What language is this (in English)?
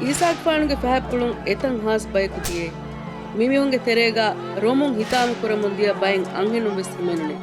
Divehi